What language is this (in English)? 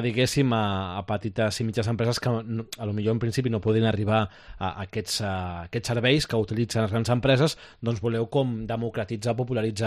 Catalan